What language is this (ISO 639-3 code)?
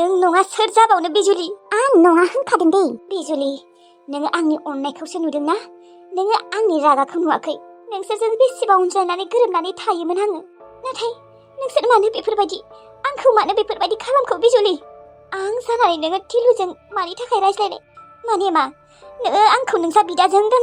brx